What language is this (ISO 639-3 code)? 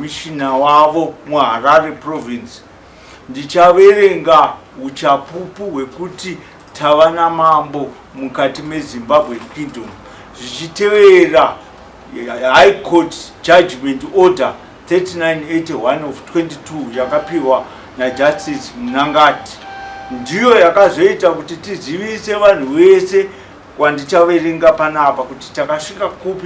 sna